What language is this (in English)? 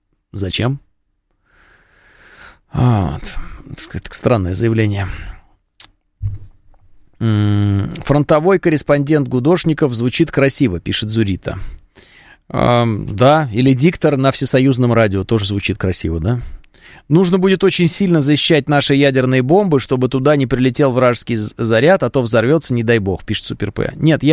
Russian